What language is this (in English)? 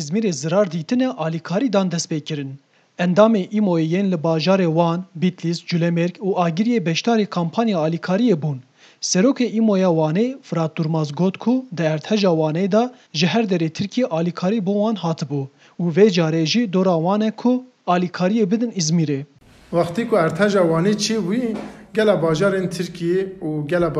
Kurdish